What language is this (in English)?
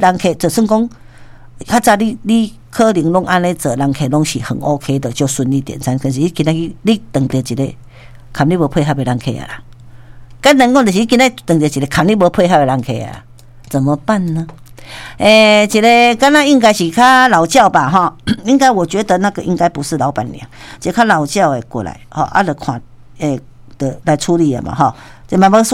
Min Nan Chinese